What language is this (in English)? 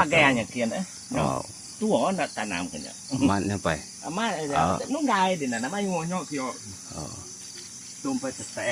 Iban